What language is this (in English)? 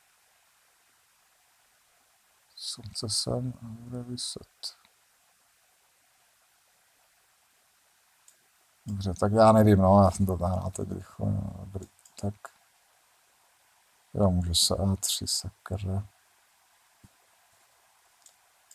Czech